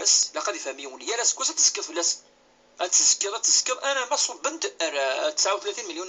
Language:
Kabyle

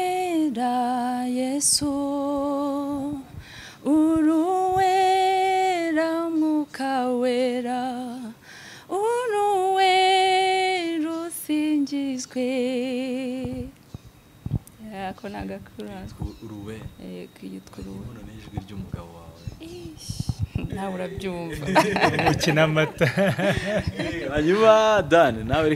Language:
Kinyarwanda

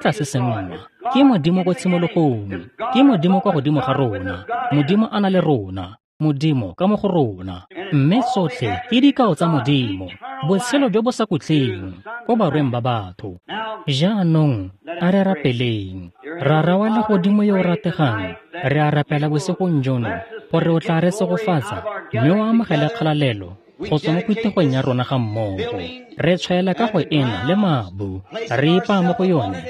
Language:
Tswana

